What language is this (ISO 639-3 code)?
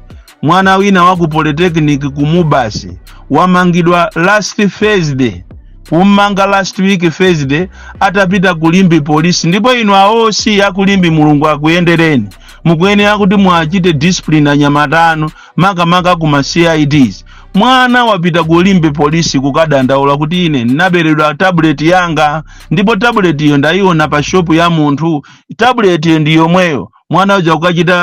nya